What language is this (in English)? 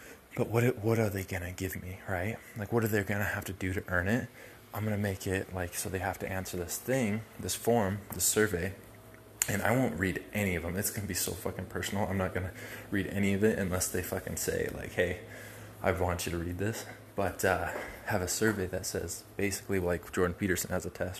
English